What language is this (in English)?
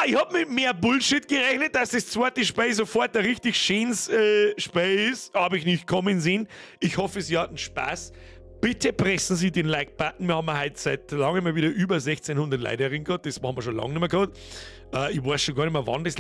Bavarian